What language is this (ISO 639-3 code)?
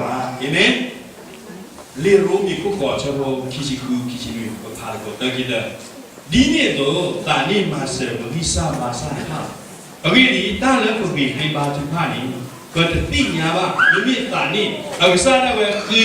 ksw